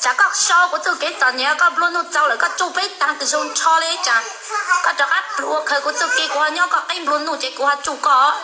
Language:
Hmong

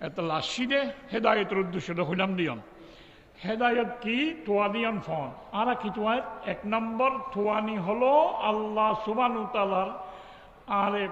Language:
Rohingya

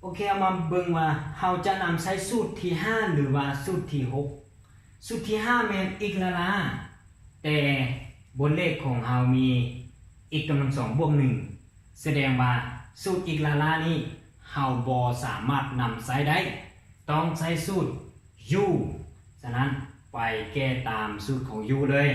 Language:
Lao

